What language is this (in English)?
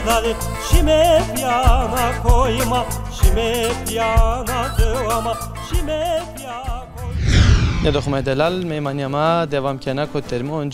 Zaza